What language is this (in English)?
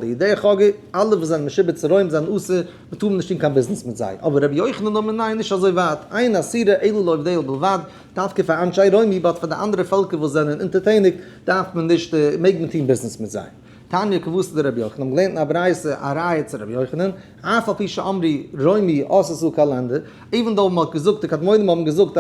Yiddish